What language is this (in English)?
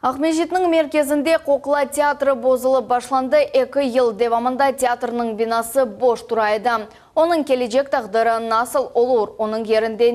Crimean Tatar